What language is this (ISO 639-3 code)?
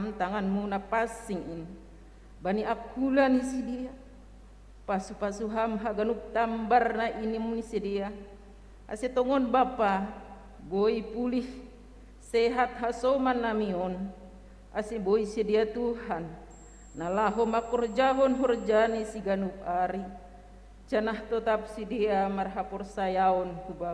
bts